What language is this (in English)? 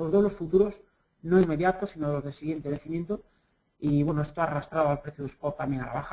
Spanish